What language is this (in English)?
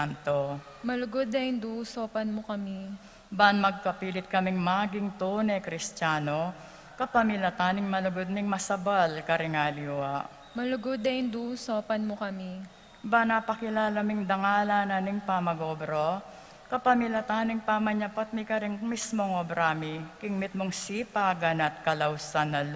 Pampanga